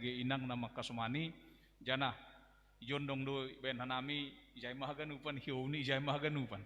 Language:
Batak Simalungun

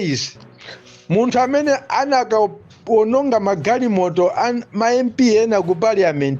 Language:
Nyanja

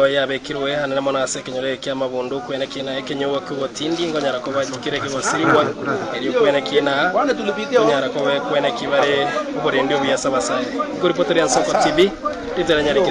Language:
Gusii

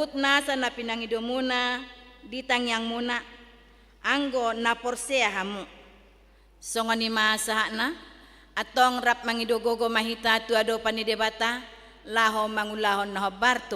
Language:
Batak Toba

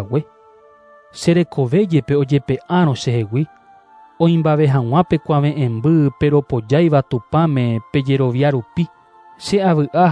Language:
Guarani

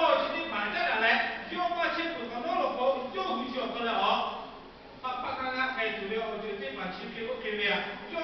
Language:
Lahu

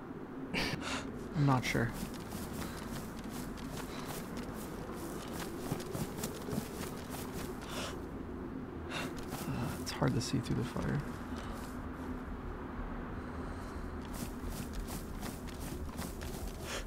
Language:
English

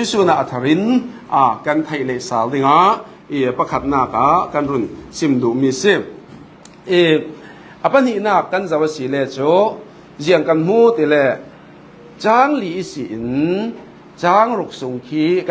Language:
Falam Chin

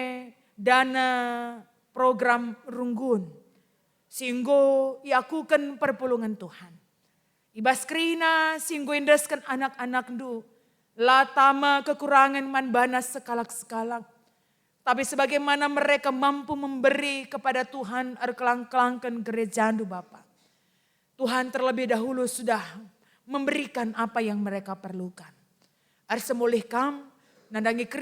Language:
Batak Karo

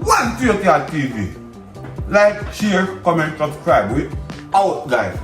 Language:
Jamaican Creole English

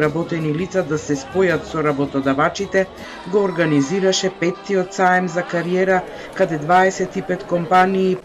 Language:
Macedonian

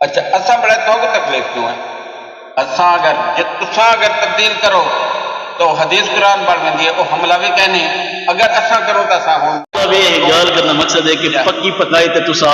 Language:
Saraiki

